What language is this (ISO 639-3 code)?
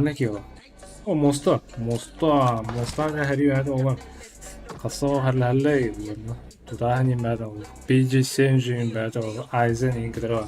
sah